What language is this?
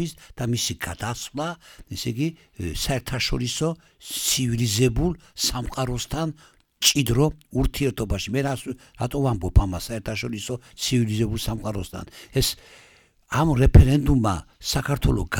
Georgian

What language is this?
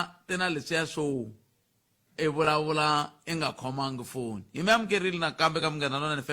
Tsonga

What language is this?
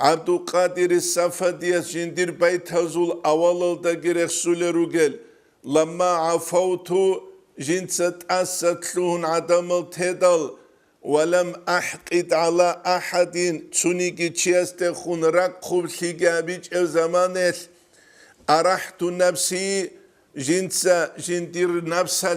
Avaric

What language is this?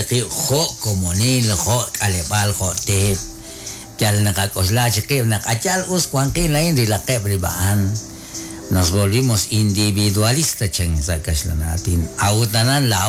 Kekchí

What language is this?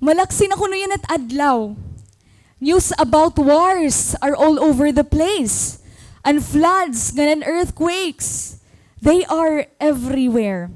Waray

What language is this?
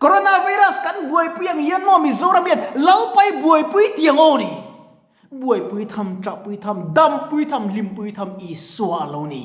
Mizo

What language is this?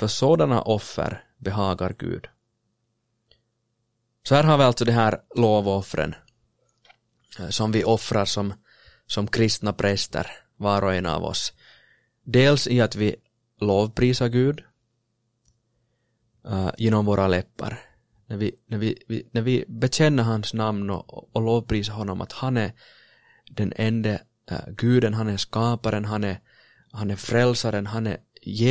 Swedish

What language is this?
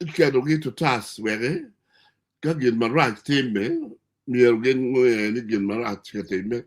Acoli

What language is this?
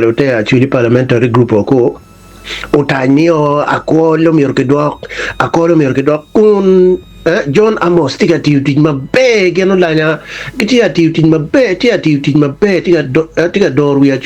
Acoli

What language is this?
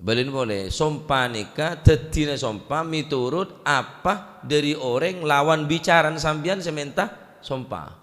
Madurese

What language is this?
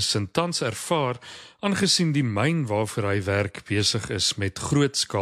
Afrikaans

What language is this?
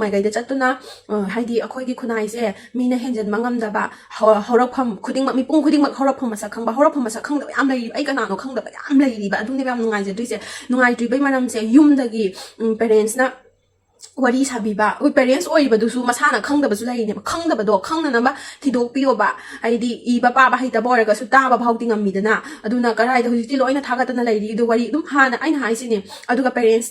Manipuri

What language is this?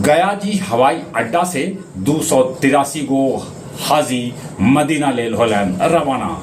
Magahi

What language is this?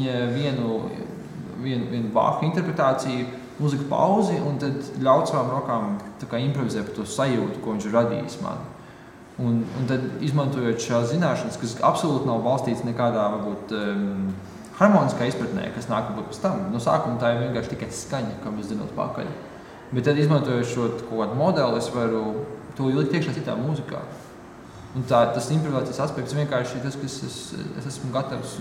Latvian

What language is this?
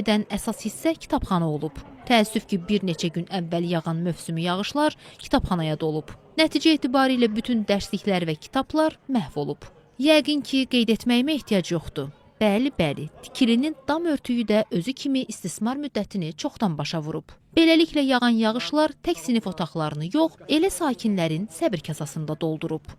Azerbaijani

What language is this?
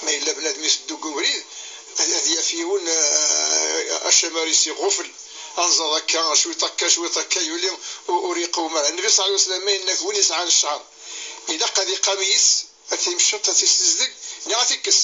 Kabyle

